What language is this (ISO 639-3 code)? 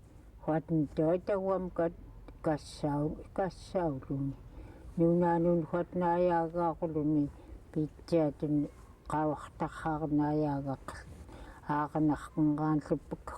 esu